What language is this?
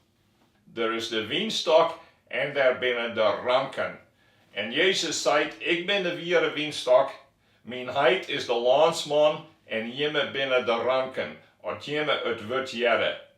Western Frisian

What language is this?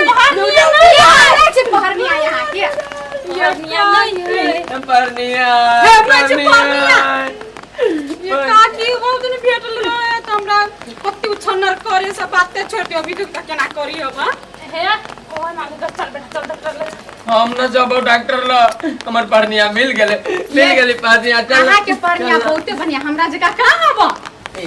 Maithili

